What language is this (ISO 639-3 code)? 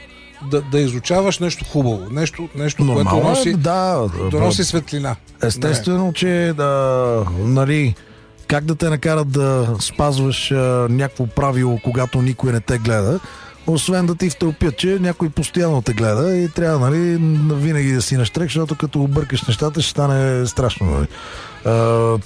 bul